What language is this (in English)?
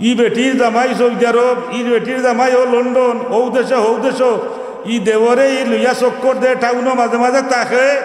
Sylheti